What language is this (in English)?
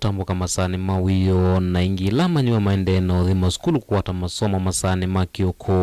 Kamba